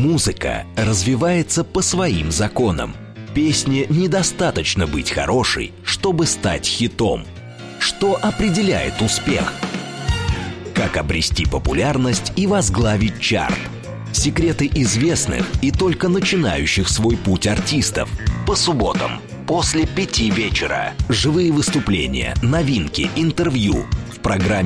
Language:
Russian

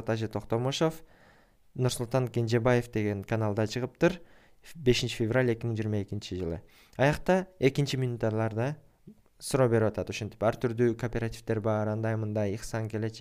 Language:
Kyrgyz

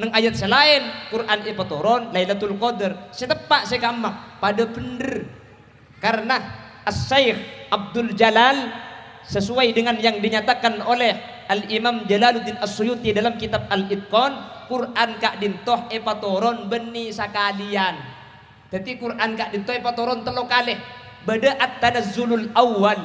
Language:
Madurese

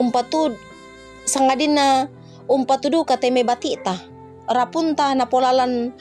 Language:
Toraja-Sa'dan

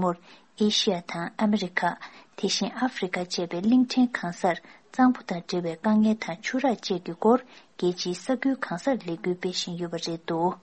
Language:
Tibetan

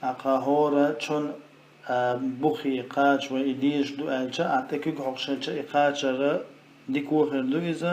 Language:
Chechen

